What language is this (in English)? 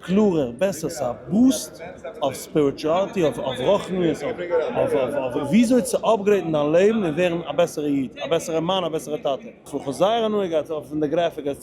Yiddish